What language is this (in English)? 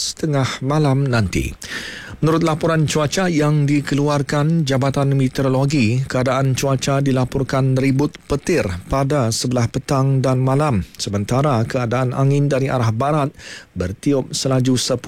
Malay